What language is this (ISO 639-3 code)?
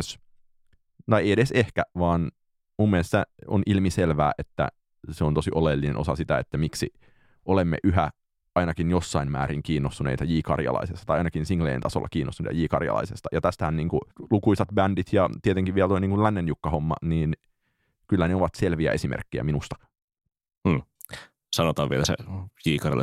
fin